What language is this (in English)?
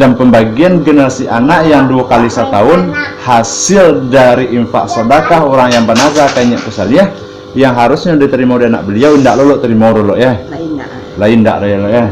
Minangkabau